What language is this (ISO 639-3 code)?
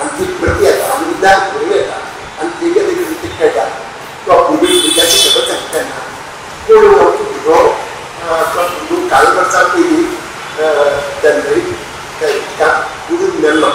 kok